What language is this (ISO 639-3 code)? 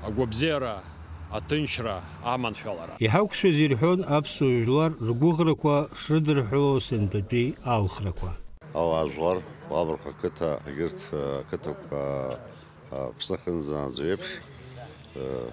abk